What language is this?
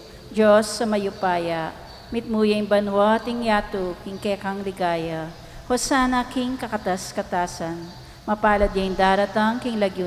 Pampanga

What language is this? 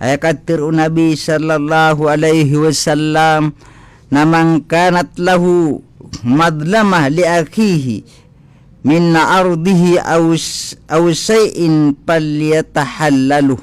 Maranao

